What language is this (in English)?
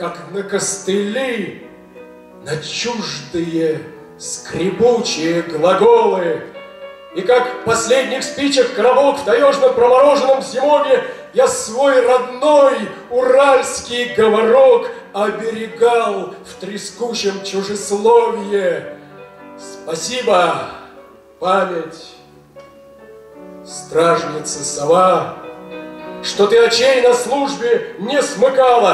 Russian